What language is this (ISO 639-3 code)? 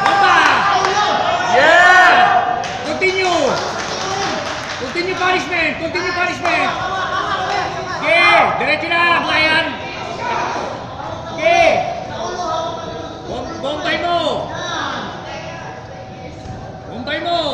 fil